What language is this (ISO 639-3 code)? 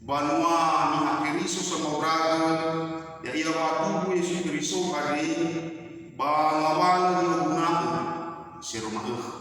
nia